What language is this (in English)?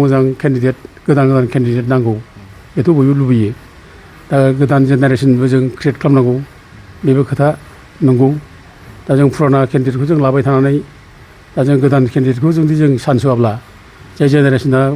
Bodo